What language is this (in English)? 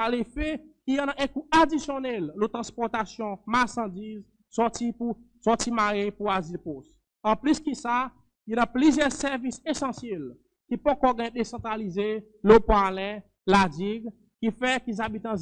Seselwa Creole French